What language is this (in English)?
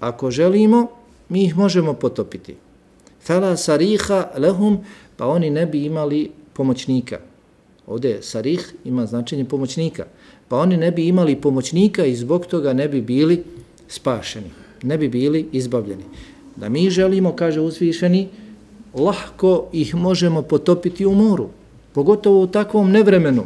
Bosnian